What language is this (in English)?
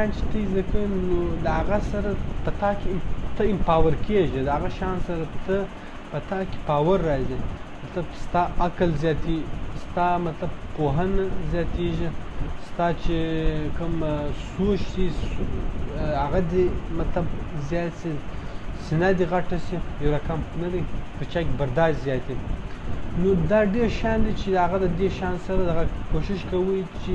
Pashto